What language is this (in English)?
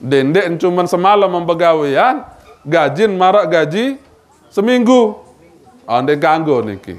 Sasak